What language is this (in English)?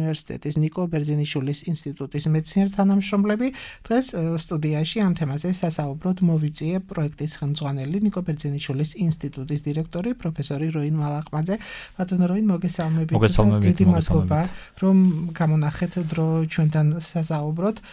Georgian